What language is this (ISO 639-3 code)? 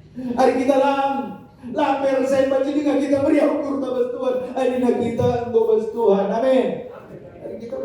btx